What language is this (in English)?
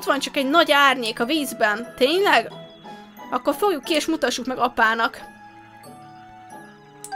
Hungarian